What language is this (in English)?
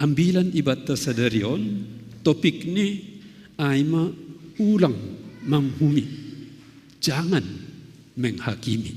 Batak Simalungun